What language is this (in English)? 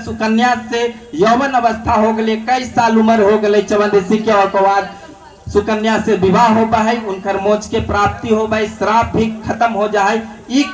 Magahi